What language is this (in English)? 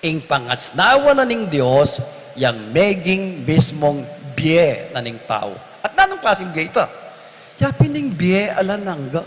Pampanga